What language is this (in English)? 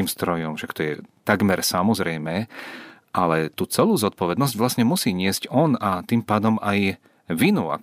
Slovak